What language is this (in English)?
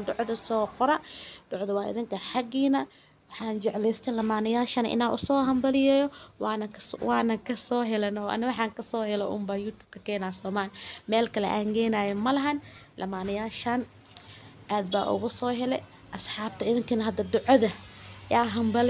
Somali